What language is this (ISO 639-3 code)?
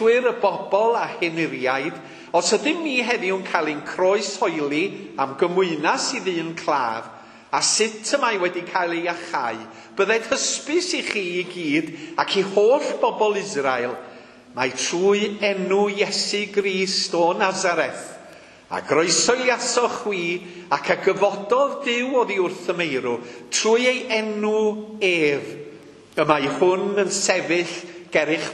cym